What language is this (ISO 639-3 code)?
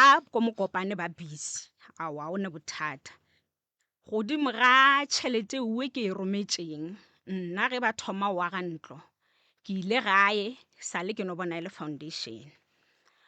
nso